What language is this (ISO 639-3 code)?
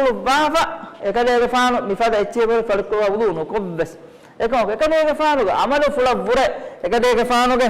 div